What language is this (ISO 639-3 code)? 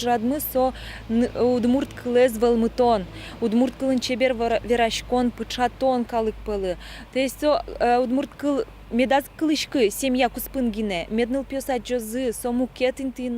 udm